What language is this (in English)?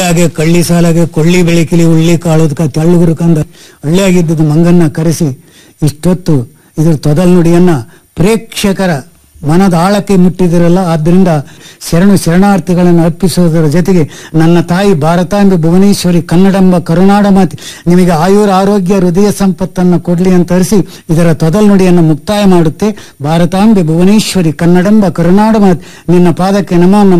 Kannada